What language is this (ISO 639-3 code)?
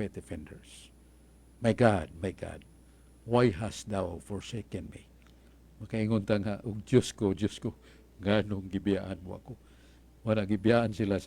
ceb